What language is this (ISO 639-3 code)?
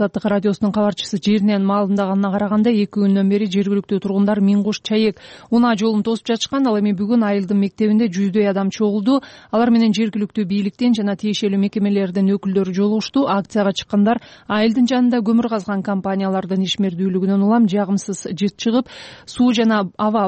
kir